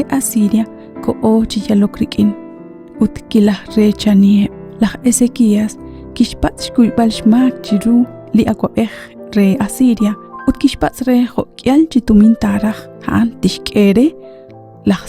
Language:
Kekchí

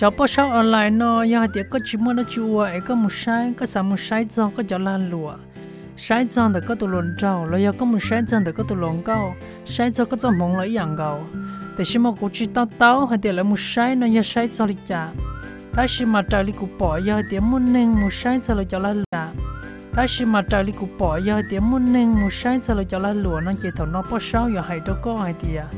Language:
Hmong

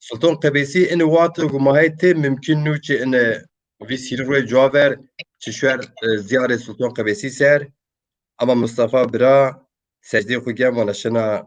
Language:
Zaza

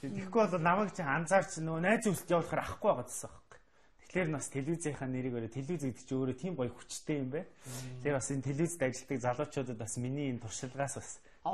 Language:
Mongolian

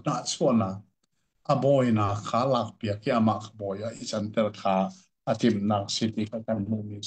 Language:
Hakha Chin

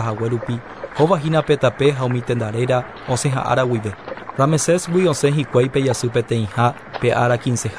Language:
Guarani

